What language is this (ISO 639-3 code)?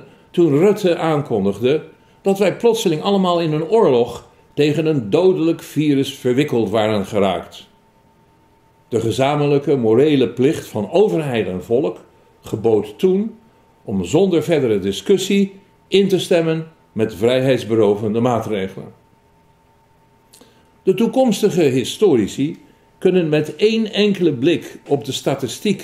nld